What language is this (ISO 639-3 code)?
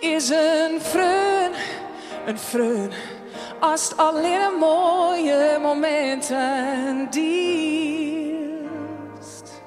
fry